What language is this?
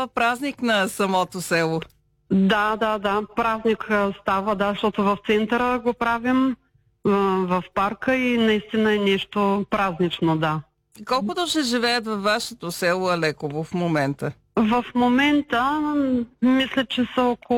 Bulgarian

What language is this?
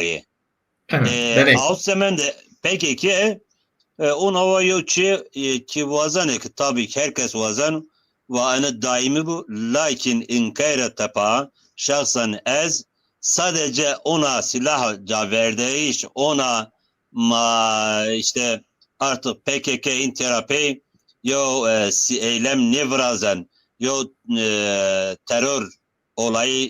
Zaza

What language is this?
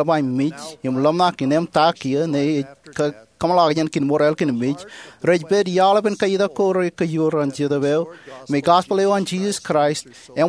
Marshallese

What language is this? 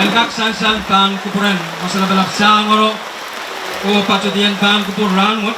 Pohnpeian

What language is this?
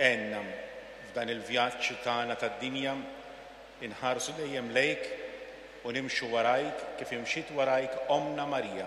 Maltese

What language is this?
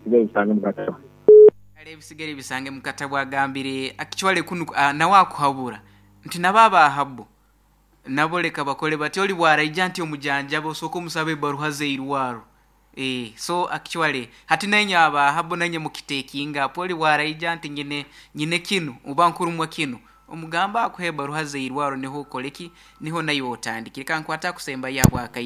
Nyankole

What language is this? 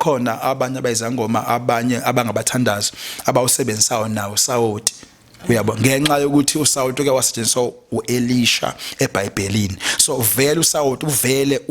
Zulu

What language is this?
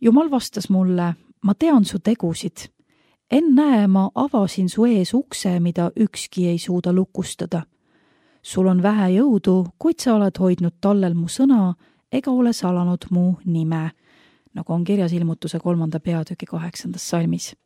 Estonian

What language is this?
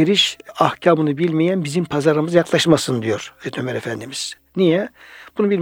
Turkish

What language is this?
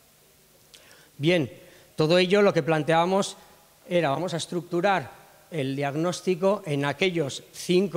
Spanish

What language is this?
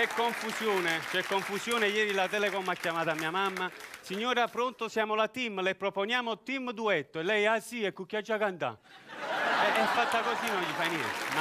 Neapolitan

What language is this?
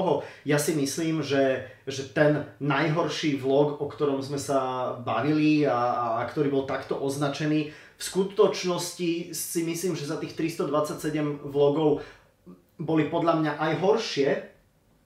Slovak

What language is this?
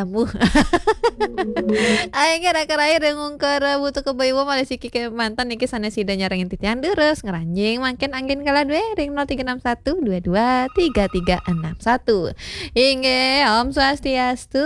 Balinese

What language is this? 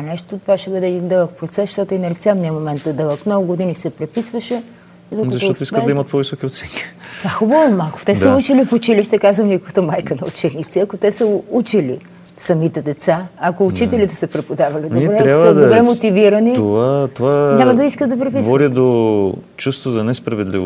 Bulgarian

